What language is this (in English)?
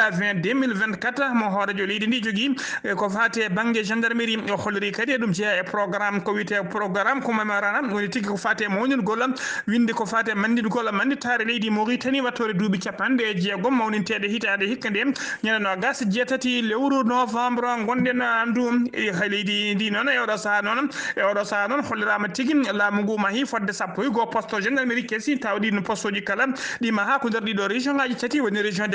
Fula